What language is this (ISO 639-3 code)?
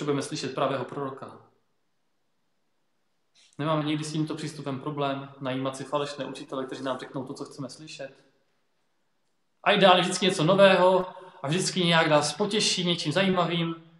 ces